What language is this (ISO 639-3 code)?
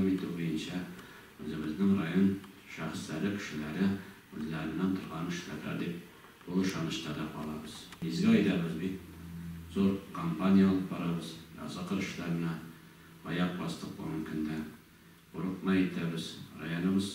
tat